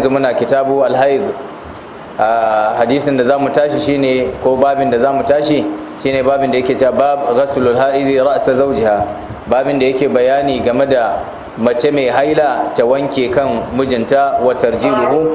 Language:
Hausa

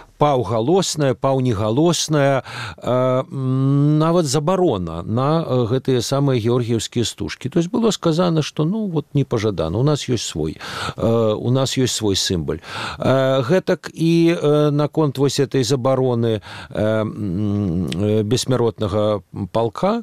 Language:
Belarusian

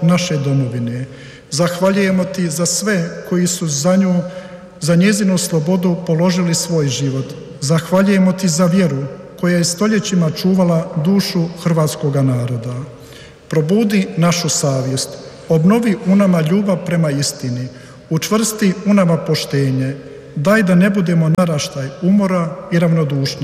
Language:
Croatian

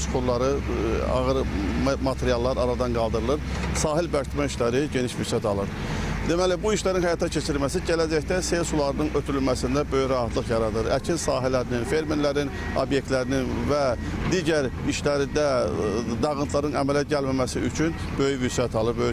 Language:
Azerbaijani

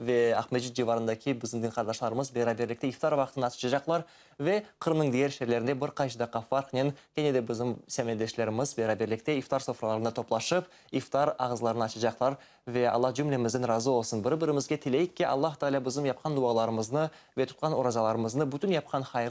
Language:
Crimean Tatar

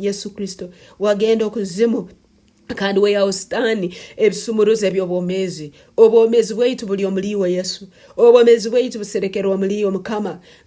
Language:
Tooro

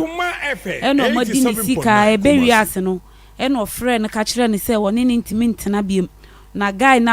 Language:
Akan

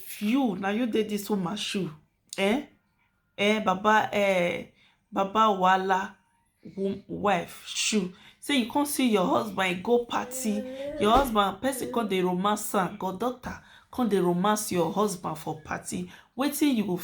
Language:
Nigerian Pidgin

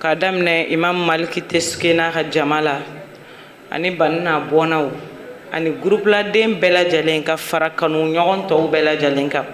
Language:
Bambara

